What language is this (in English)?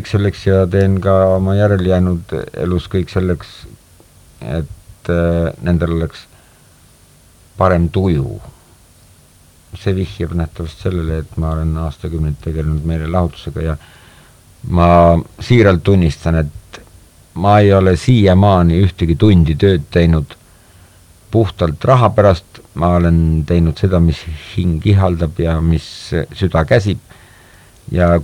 Estonian